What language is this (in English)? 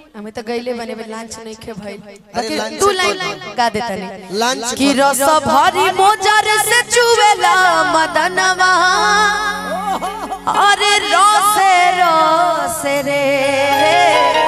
Bhojpuri